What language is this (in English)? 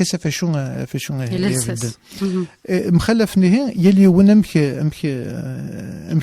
Kabyle